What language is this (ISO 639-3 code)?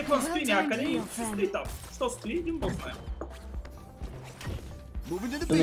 bul